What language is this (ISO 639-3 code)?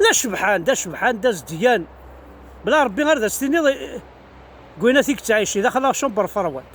kab